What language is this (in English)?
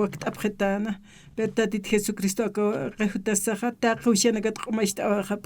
Aymara